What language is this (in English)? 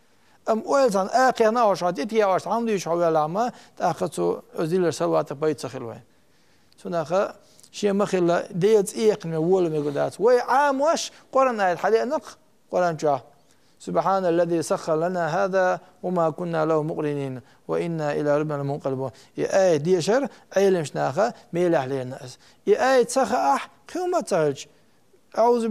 Chechen